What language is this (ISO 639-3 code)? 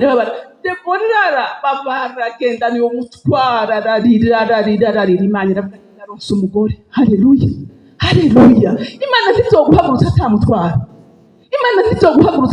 run